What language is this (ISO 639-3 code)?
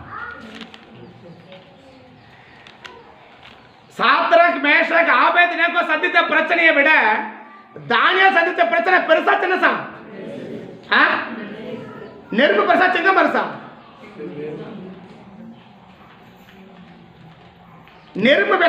tam